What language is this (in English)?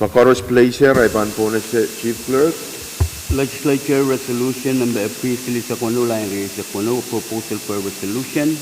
Pohnpeian